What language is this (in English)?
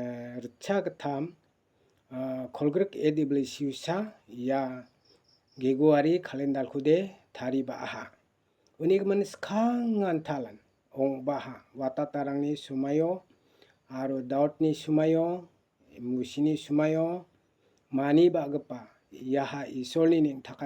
Garo